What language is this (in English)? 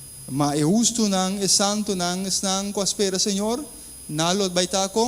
Papiamento